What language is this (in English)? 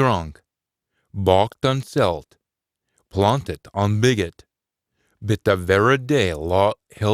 Scots